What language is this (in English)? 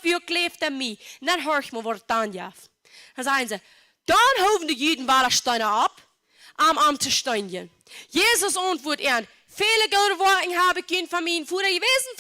Plautdietsch